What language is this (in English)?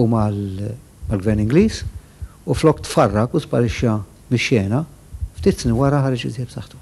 Maltese